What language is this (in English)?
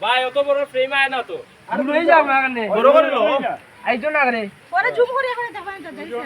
Sylheti